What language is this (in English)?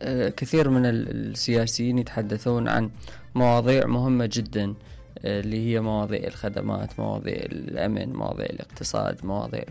Mesopotamian Arabic